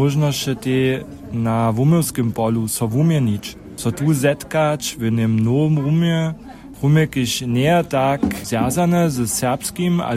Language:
Upper Sorbian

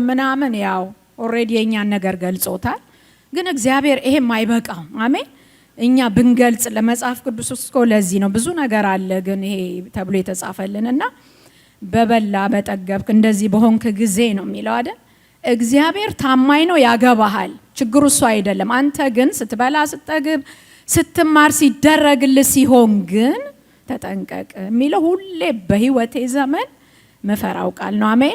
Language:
Amharic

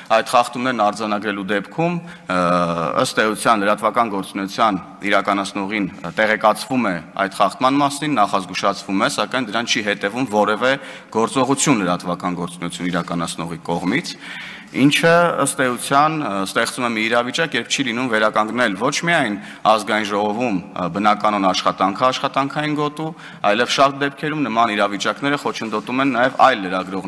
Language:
Armenian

